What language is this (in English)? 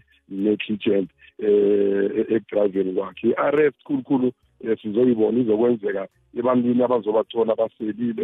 South Ndebele